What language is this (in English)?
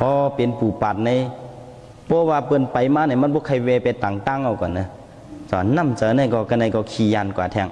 Shan